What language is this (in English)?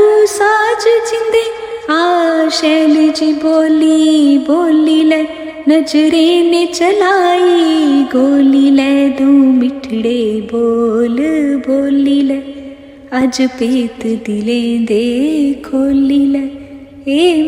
Dogri